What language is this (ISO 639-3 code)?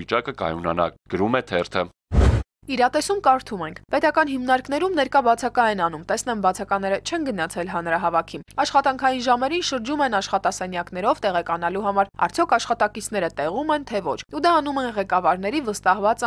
hye